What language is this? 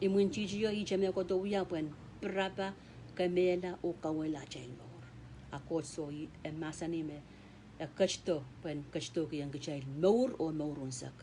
Pohnpeian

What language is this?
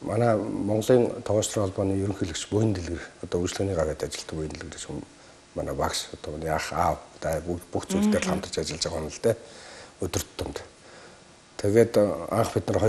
Mongolian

